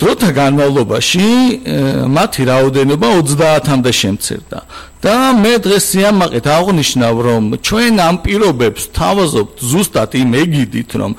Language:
Georgian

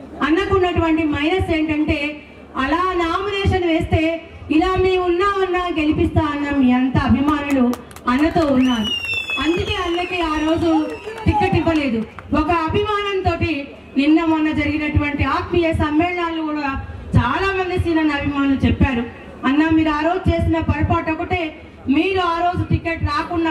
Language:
Telugu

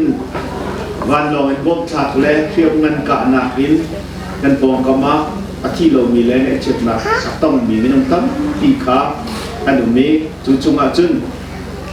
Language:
Hakha Chin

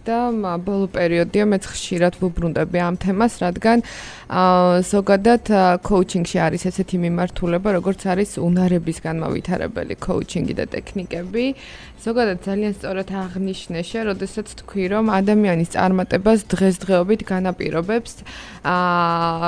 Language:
Georgian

